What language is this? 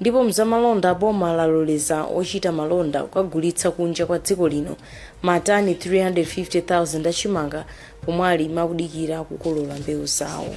Nyanja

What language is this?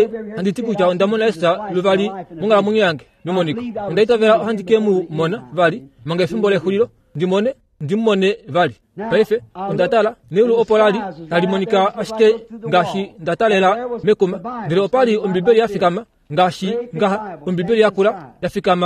Kuanyama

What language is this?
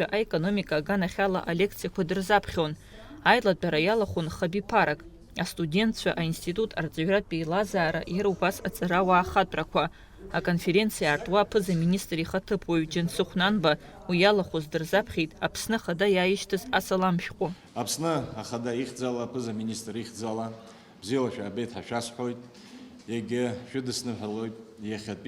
Abkhazian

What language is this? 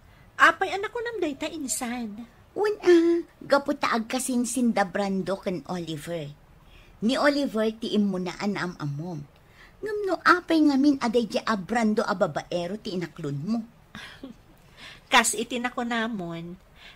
Iloko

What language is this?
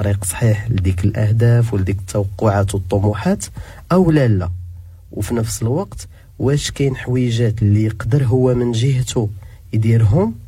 Moroccan Arabic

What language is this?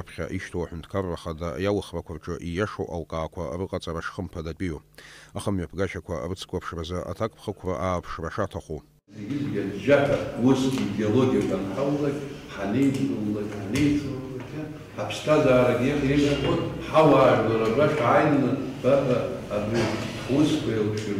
Abkhazian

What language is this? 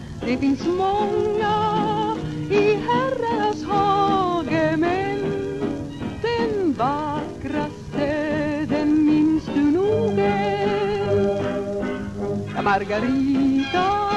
Swedish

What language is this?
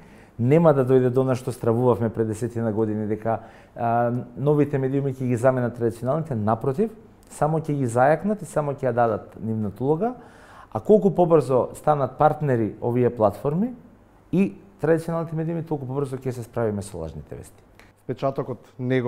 Macedonian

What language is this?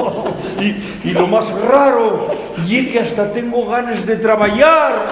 Asturian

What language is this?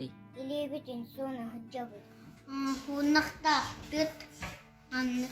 Yakut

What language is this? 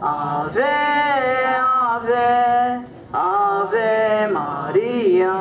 Maltese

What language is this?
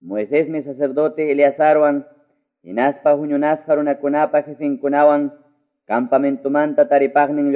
Quechua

